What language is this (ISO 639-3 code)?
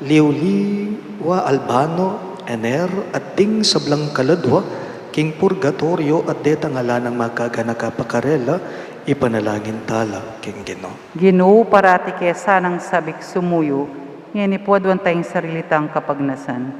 pam